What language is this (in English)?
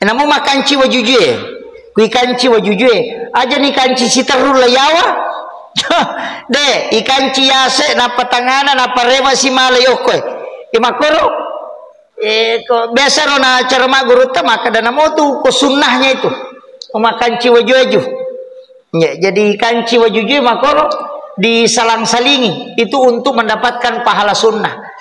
Buginese